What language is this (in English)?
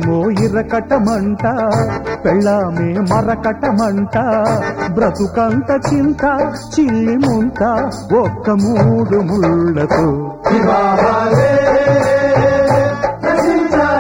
Telugu